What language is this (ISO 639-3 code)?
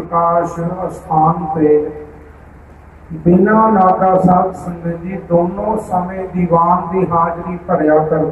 pan